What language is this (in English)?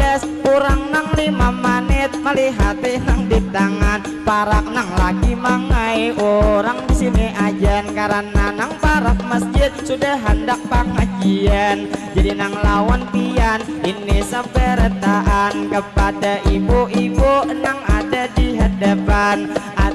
Banjar